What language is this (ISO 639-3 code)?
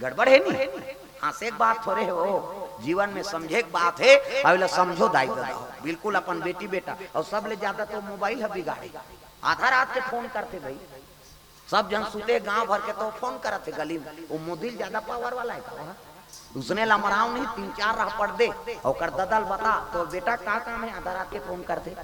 hne